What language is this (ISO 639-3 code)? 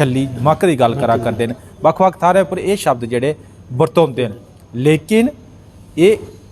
doi